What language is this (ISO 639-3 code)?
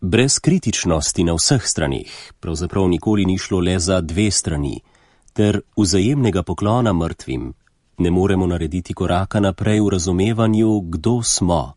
slv